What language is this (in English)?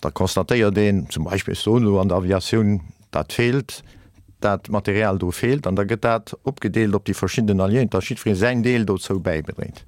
Luxembourgish